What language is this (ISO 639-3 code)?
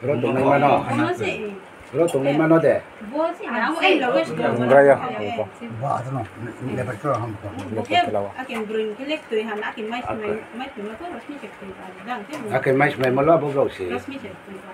trp